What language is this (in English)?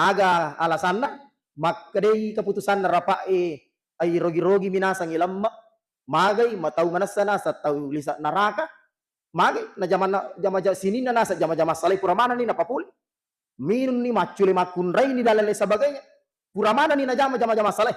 Buginese